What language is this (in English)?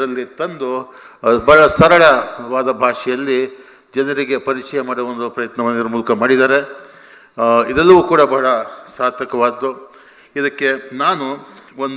Kannada